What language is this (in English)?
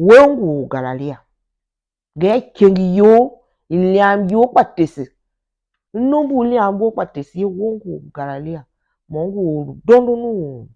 Tiv